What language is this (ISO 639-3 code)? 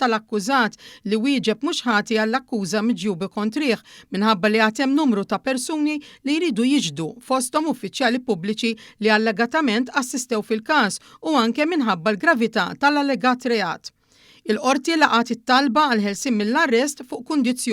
mlt